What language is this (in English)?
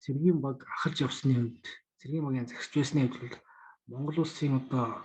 Mongolian